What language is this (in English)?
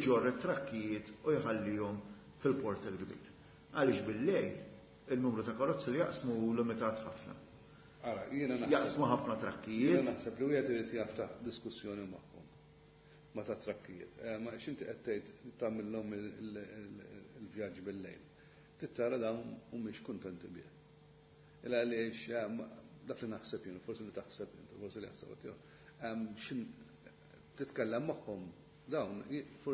Maltese